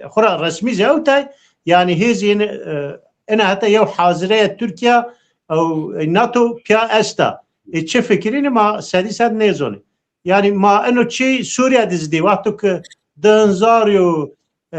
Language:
Zaza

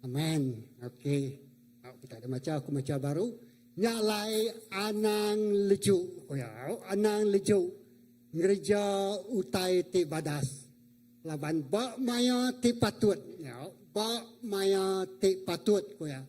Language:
Iban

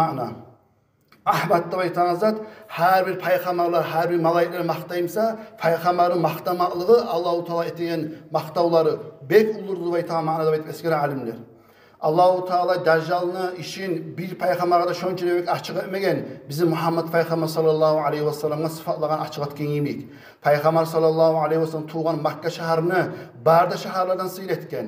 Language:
Kumyk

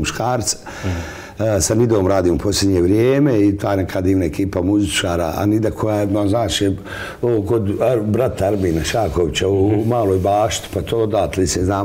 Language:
Bosnian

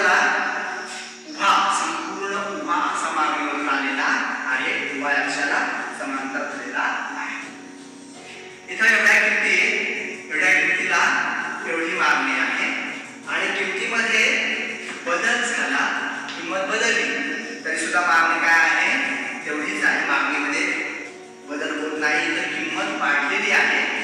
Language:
Marathi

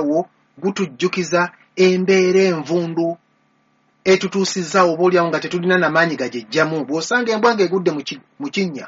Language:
Ganda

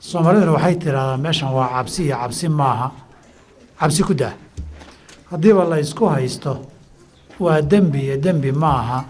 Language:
Somali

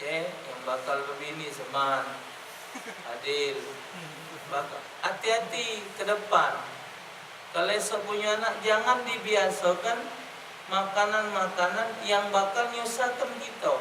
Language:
Musi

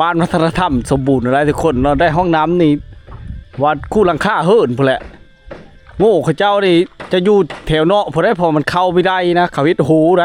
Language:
Lao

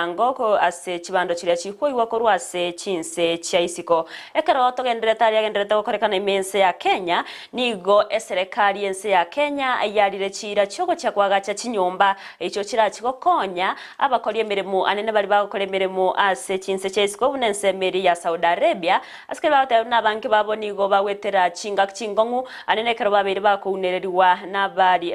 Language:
Gusii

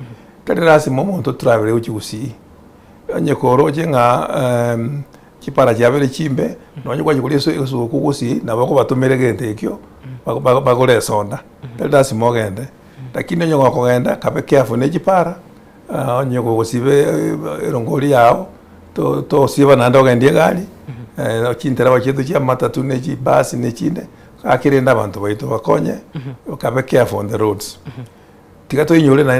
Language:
Gusii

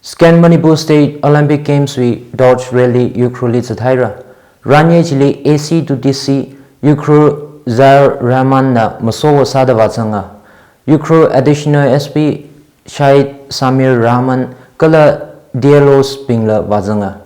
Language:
Tangkhul Naga (India)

